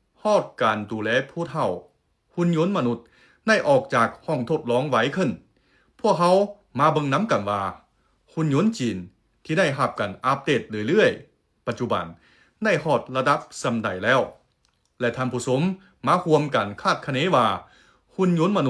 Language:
Lao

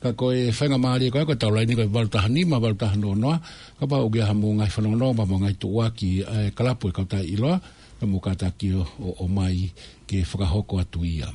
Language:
Tongan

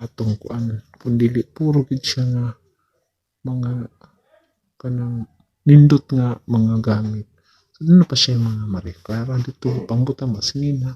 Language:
Cebuano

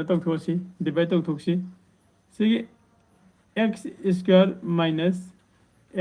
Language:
Manipuri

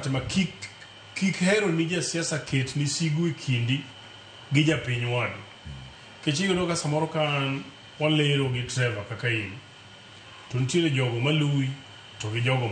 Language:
Luo (Kenya and Tanzania)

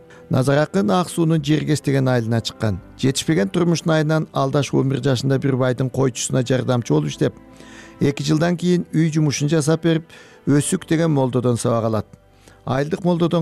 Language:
Kyrgyz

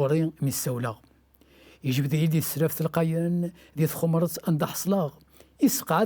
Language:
Kabyle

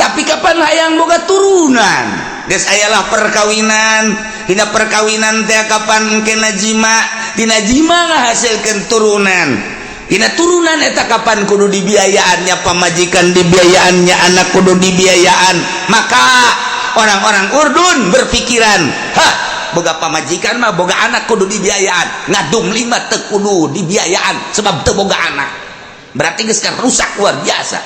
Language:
Sundanese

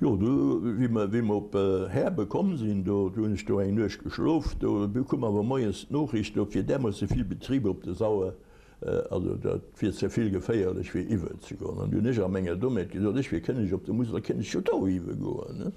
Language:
Luxembourgish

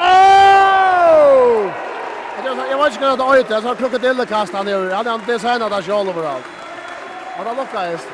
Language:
Faroese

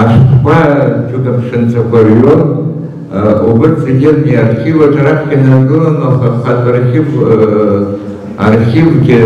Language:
Abkhazian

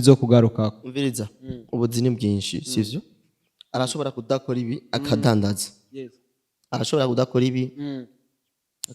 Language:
Rundi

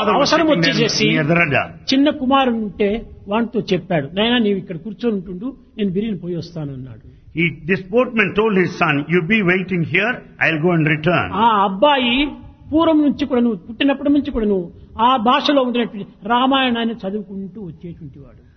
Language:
Telugu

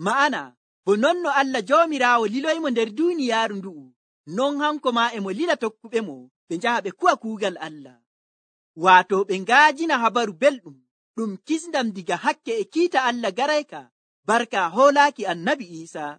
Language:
Nigerian Fulfulde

